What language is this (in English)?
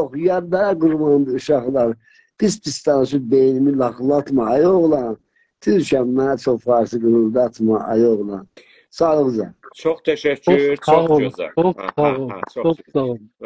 South Azerbaijani